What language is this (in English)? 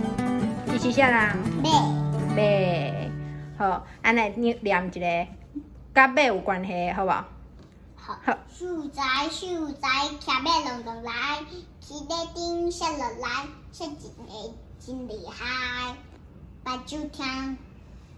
Min Nan Chinese